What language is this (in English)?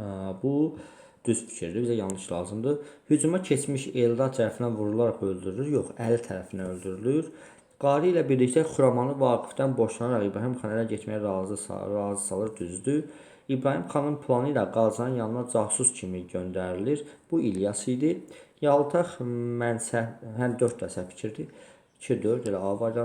Azerbaijani